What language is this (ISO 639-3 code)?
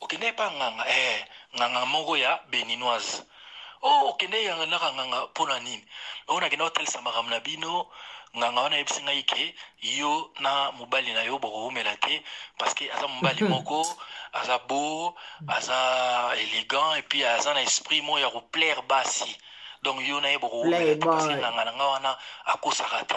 lin